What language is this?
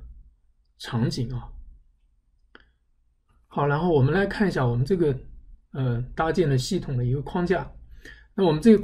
Chinese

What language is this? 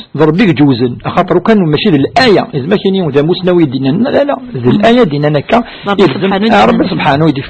Kabyle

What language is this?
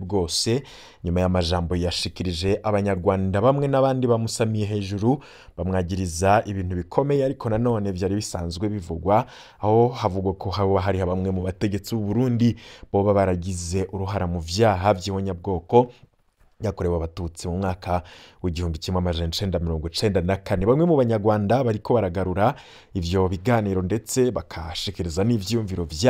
Rundi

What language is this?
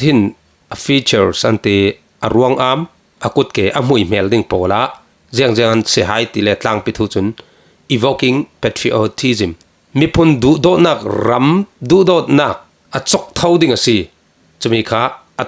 Falam Chin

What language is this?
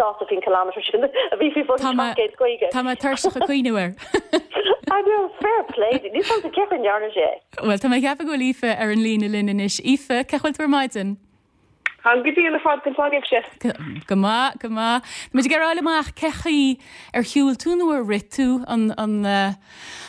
Irish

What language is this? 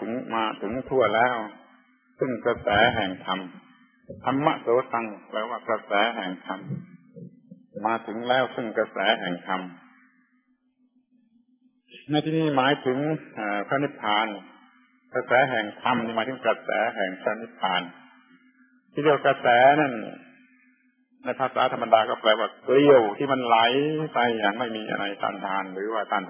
Thai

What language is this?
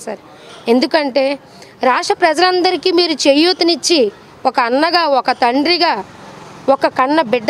Telugu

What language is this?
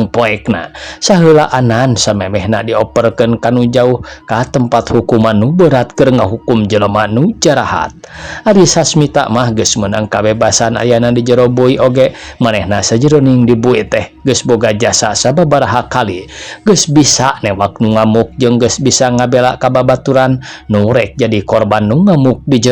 Sundanese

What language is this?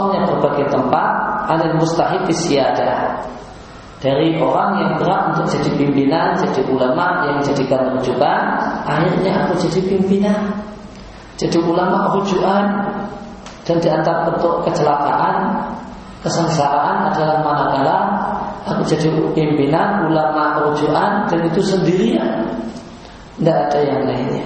Indonesian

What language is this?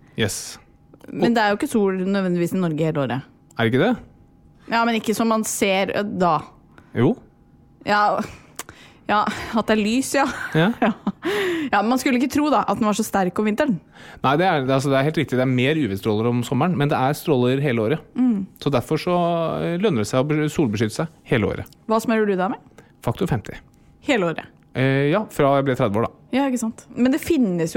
Norwegian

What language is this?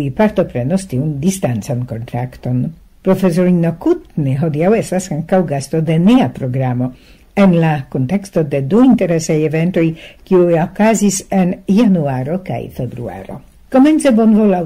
Esperanto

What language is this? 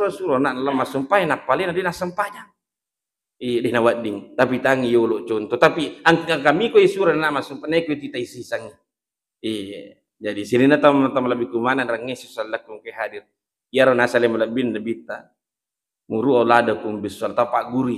Buginese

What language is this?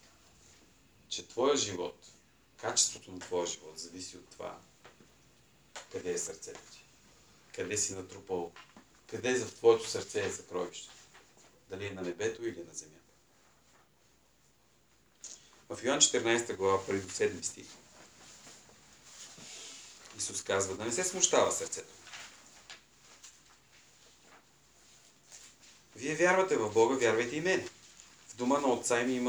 Bulgarian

